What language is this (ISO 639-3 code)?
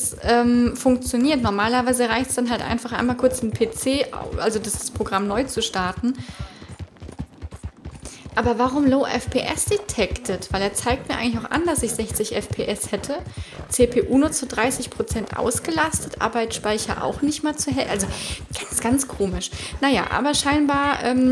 deu